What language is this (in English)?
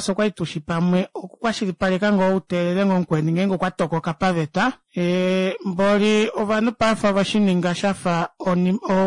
Kuanyama